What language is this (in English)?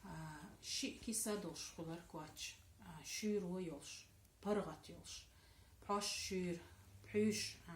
Chechen